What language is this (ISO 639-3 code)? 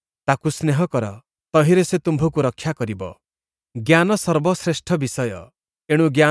ori